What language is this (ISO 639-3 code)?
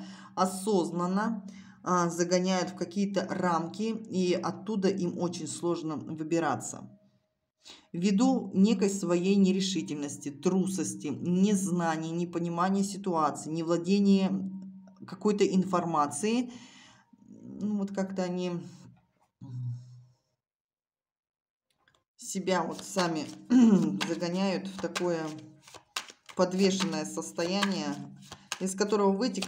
rus